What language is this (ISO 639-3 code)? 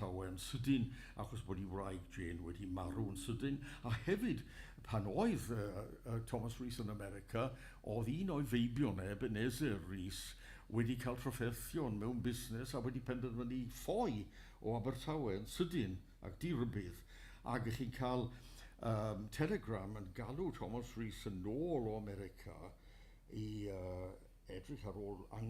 cym